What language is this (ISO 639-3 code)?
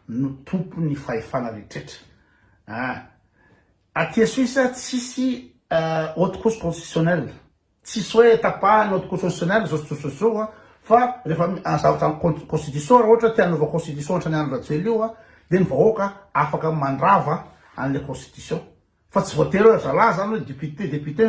mlg